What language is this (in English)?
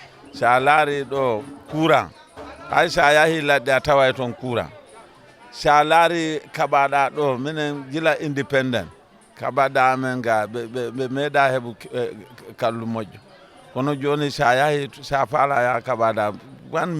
Fula